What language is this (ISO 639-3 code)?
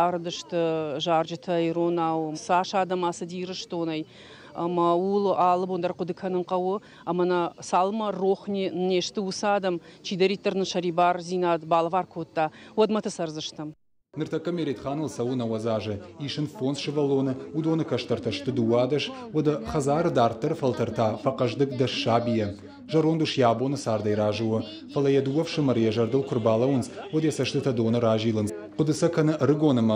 oss